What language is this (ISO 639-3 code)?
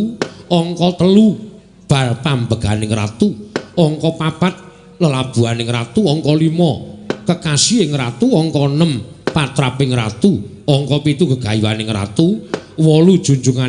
jav